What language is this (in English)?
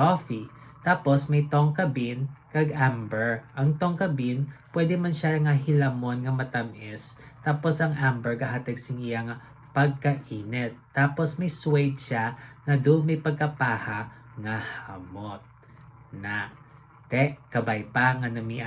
Hiligaynon